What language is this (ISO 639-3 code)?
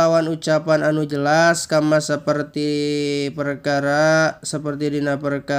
sun